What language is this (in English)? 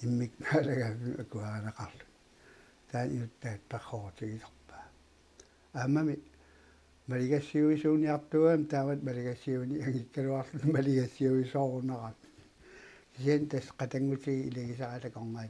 Kalaallisut